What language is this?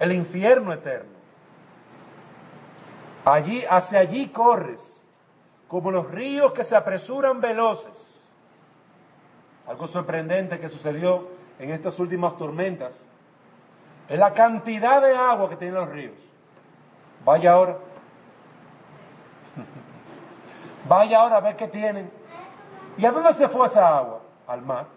Spanish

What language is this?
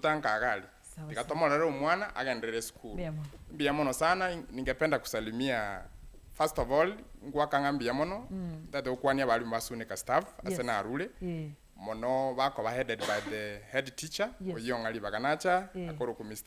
Gusii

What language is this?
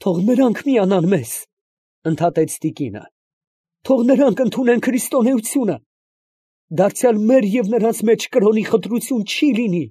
Armenian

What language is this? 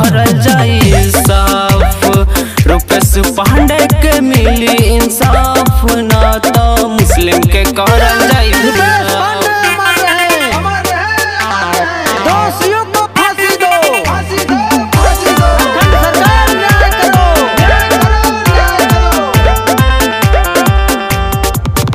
Bhojpuri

